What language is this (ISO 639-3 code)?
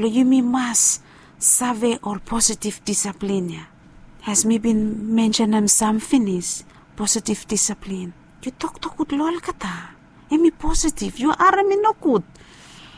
bis